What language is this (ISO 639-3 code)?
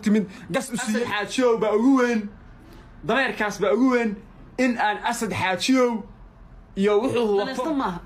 som